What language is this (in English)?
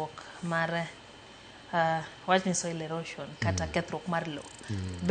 Luo (Kenya and Tanzania)